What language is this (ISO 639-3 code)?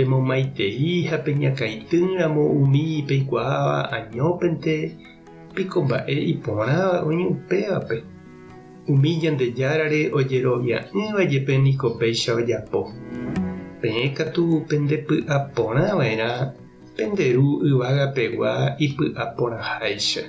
grn